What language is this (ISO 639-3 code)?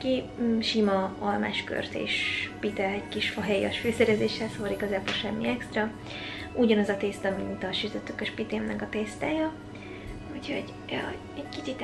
hun